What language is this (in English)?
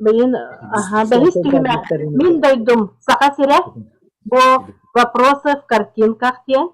Yakut